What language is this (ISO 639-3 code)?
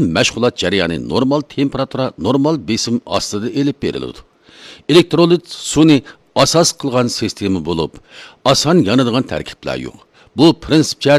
uig